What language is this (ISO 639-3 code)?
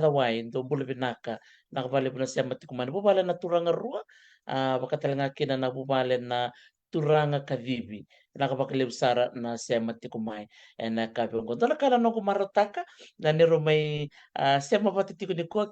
fij